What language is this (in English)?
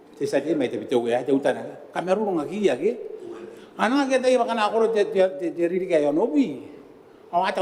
Gilbertese